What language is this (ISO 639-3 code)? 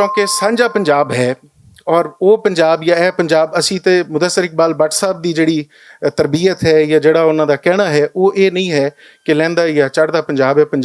lah